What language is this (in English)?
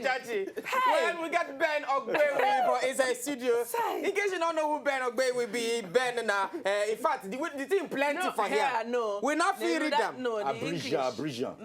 Nigerian Pidgin